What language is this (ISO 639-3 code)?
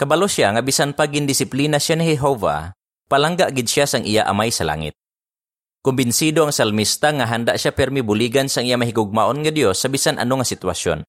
hil